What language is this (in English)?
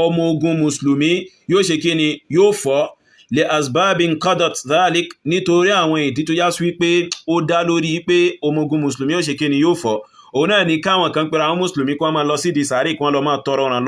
Yoruba